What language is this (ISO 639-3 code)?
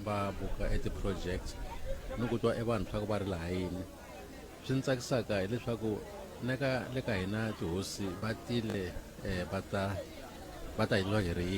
tso